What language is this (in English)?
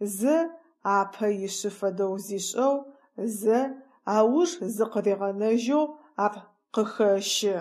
Adyghe